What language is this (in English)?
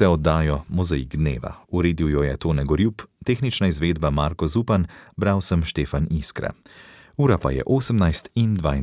Slovenian